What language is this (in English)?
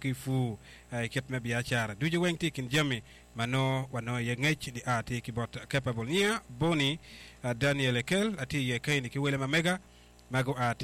Acoli